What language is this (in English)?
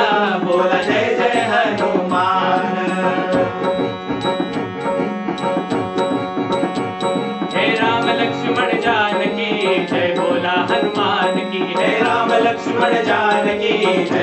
Marathi